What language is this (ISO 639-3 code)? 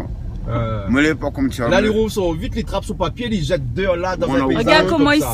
rcf